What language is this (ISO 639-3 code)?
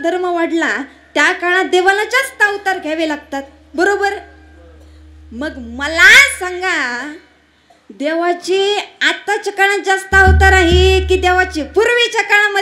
mar